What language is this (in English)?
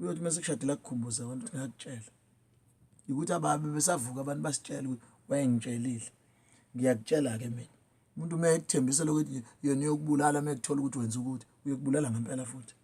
Zulu